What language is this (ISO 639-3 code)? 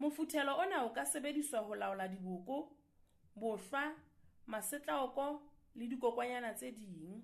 sot